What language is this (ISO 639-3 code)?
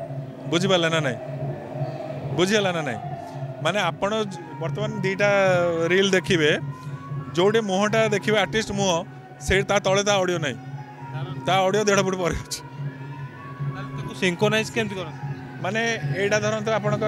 ori